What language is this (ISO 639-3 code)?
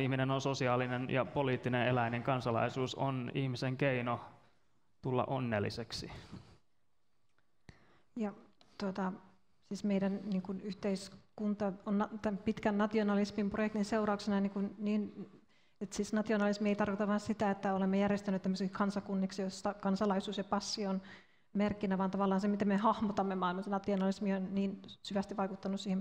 fin